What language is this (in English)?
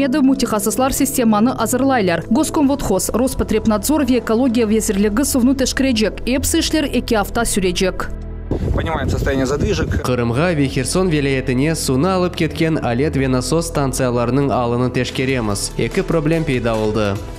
Crimean Tatar